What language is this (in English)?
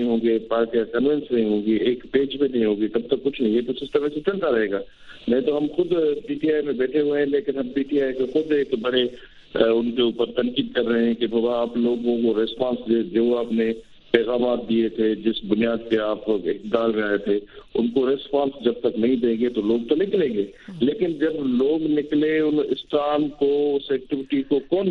Urdu